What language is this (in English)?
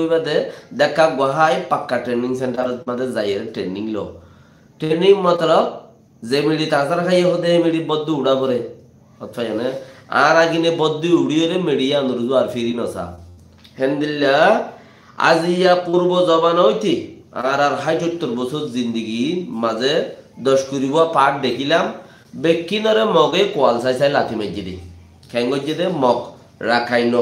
Rohingya